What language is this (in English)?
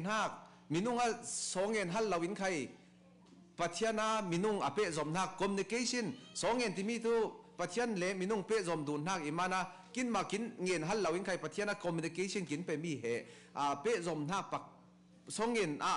Falam Chin